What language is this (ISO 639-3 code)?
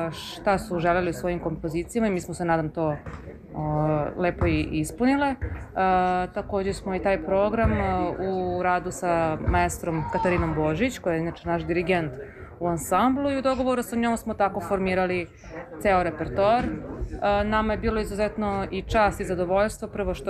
srp